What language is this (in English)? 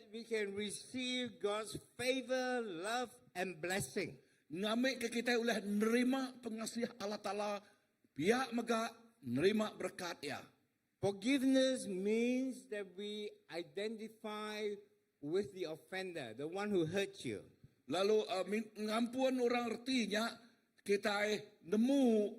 Iban